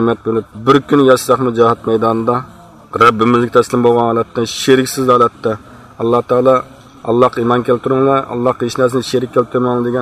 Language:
Uyghur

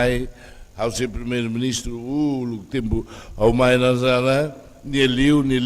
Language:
Tetum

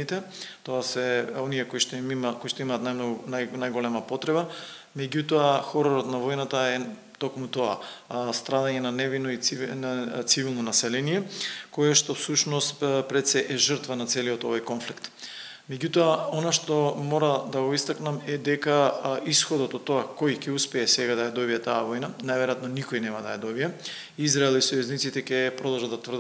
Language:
Macedonian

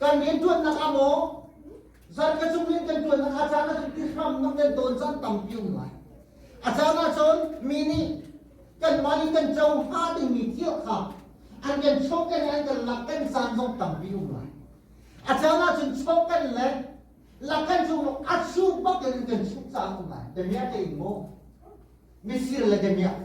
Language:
Hakha Chin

